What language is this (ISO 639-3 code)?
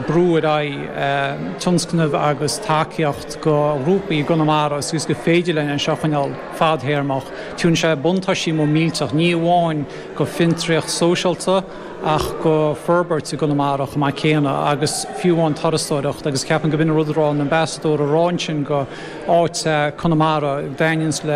gle